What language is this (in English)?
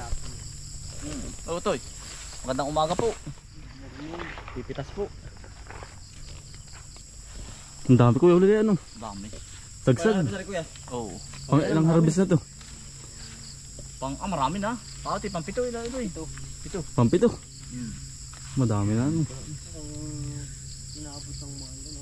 Filipino